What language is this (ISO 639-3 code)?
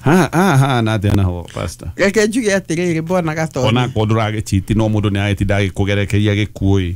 kik